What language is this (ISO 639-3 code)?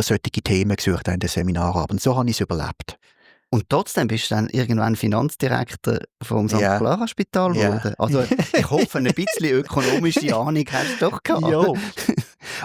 gsw